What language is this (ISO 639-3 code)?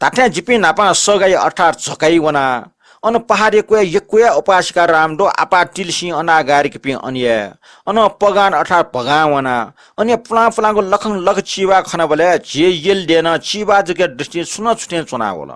new